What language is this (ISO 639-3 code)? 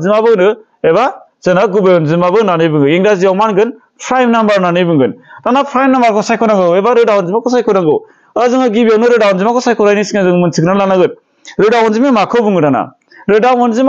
brx